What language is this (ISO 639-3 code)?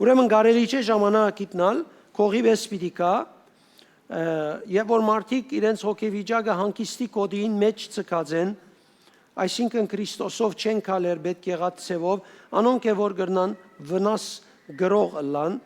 hyw